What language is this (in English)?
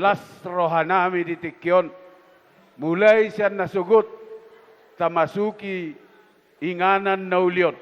Batak Toba